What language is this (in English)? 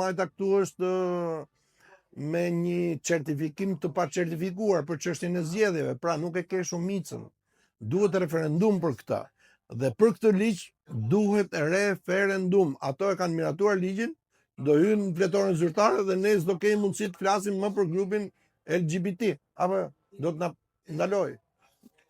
Albanian